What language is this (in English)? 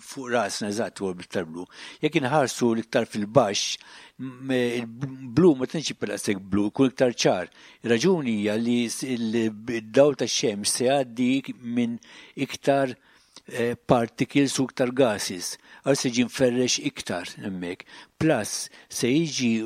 Maltese